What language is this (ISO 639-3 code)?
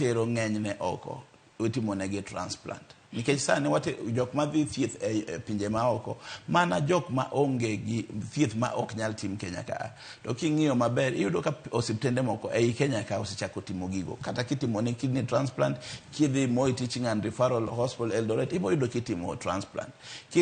luo